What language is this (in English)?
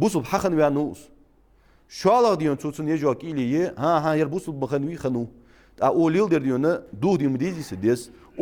Ingush